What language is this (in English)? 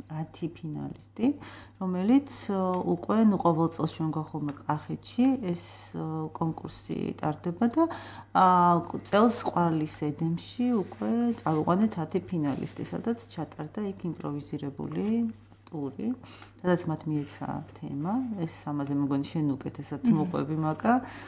Georgian